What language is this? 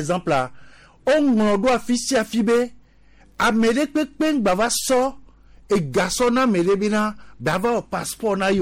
Gen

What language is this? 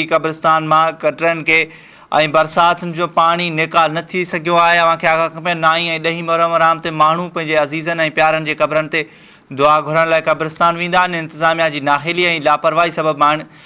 Sindhi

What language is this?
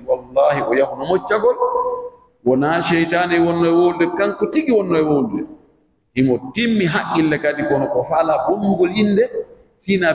Pular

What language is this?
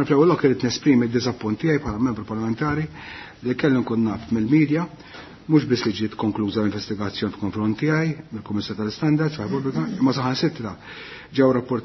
Maltese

